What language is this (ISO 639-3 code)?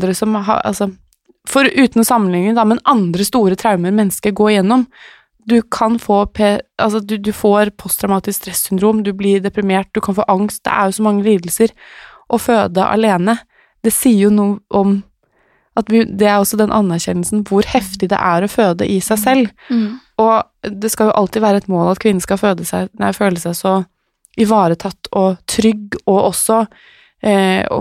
nor